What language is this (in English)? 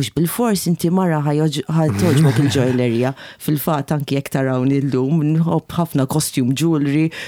Maltese